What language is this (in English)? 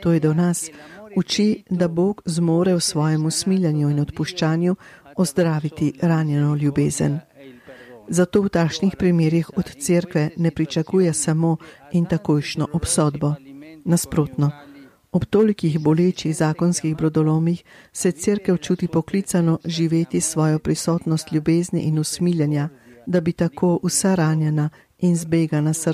Slovenian